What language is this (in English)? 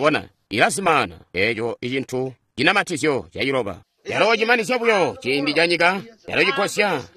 Tonga (Zambia)